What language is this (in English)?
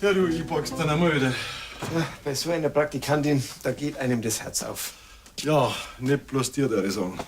Bavarian